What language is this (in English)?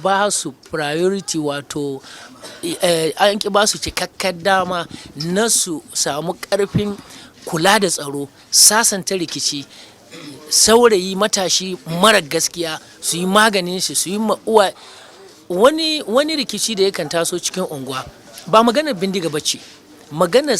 Hausa